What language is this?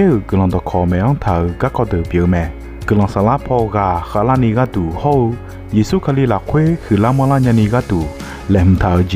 Akha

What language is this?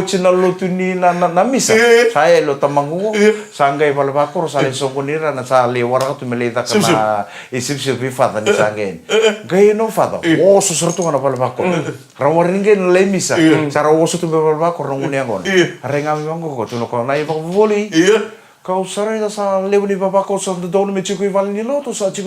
Fijian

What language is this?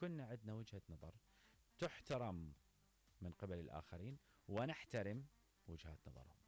Mesopotamian Arabic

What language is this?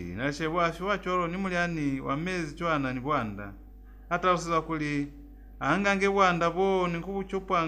Lozi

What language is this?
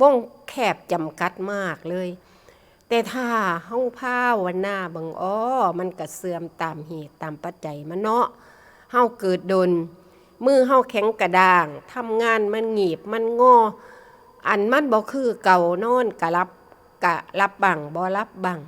Northeastern Thai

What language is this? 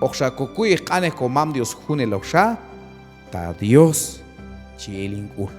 Q'anjob'al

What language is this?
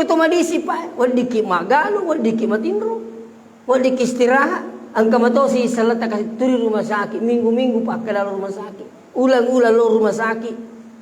Buginese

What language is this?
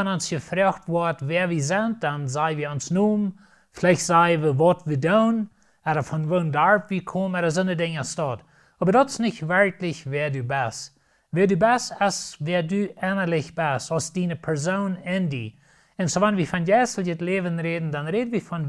Plautdietsch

